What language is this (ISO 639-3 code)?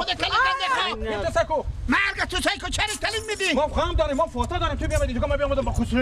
fas